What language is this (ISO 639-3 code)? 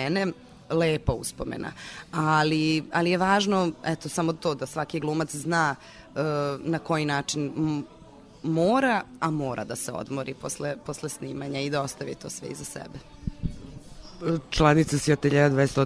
srp